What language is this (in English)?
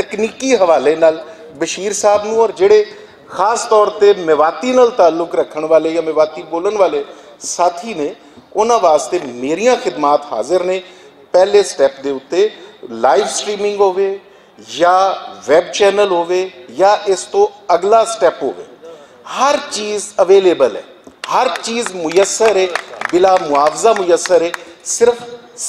Western Panjabi